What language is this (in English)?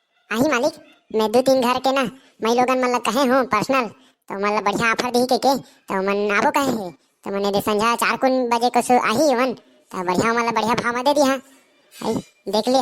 Chhattisgarhi